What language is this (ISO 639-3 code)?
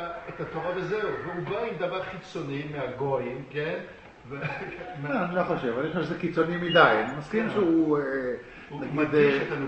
heb